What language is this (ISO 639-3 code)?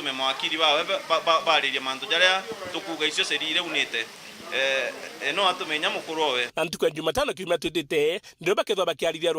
mer